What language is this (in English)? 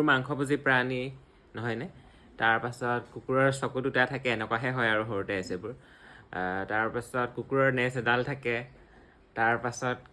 Assamese